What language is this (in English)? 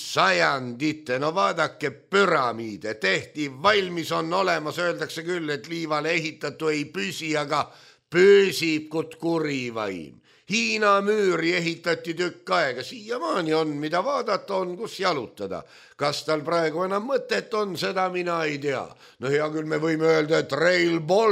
Estonian